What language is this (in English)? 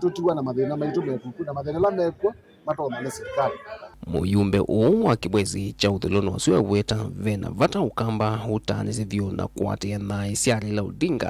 Kamba